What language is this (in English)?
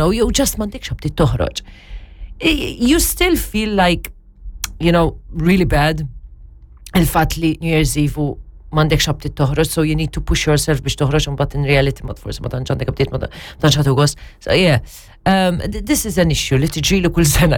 Maltese